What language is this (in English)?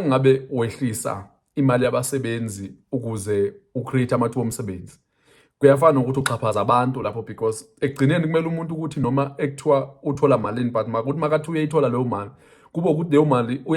Zulu